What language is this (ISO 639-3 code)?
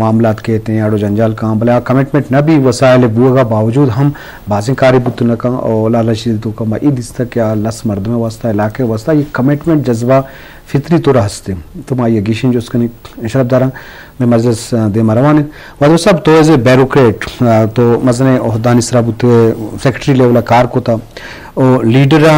bgp